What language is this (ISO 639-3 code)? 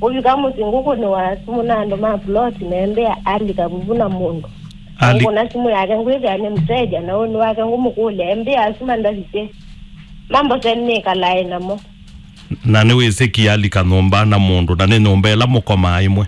kam